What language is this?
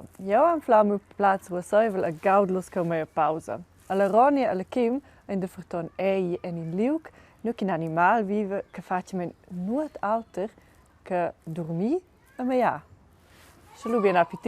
Romansh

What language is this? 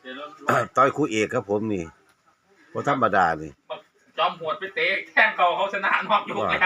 Northeastern Thai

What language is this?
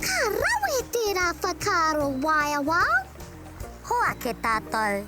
Māori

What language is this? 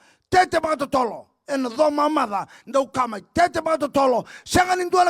Fijian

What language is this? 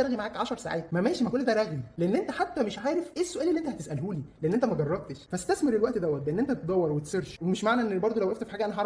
Egyptian Arabic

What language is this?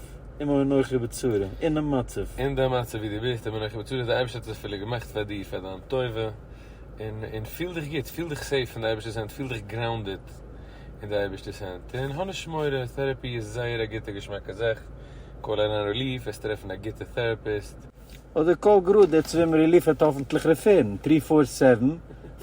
Yiddish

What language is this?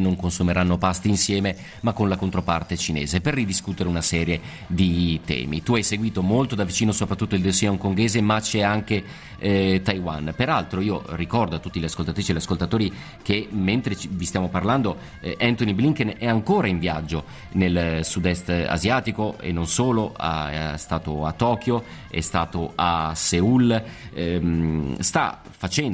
Italian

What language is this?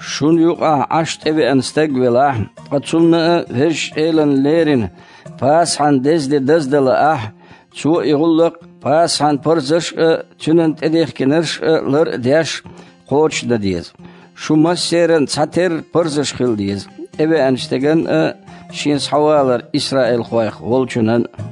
Chechen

